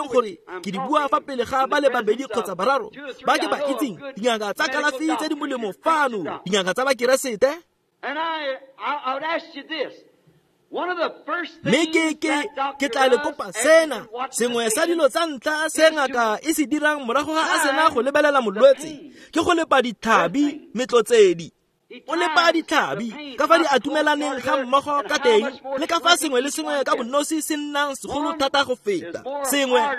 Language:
Tswana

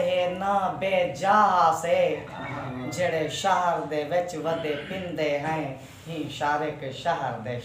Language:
Saraiki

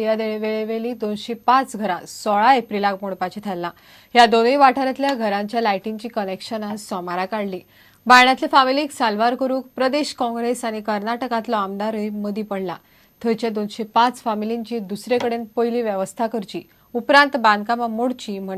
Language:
Konkani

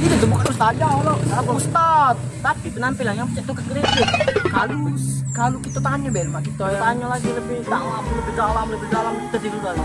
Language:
Musi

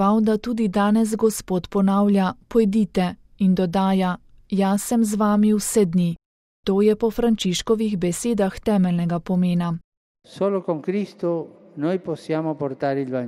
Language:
Slovenian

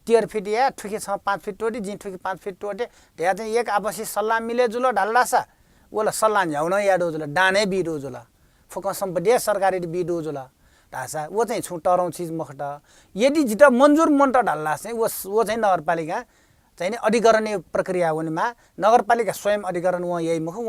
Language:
Newari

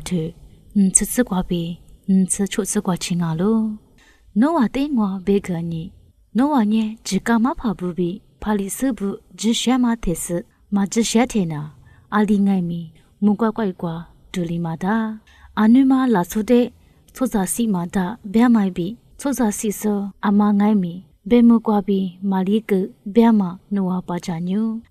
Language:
Lisu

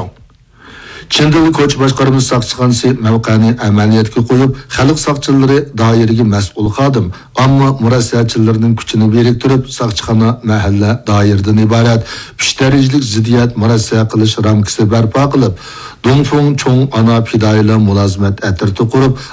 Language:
Uyghur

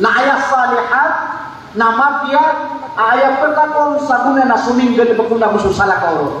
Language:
Maranao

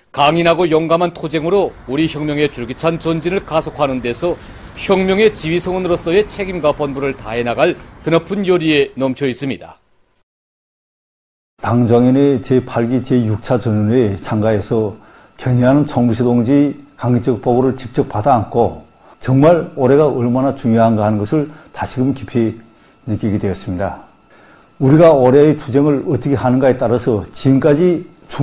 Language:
Korean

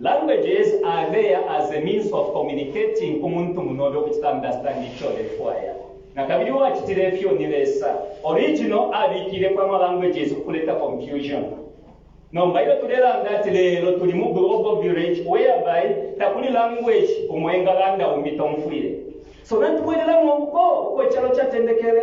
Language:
Bemba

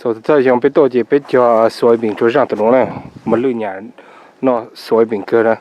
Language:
Hmong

